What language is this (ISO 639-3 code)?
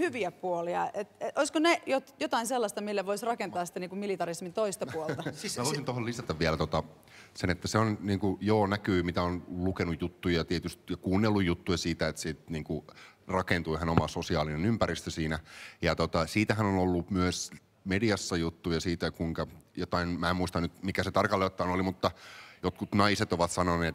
fin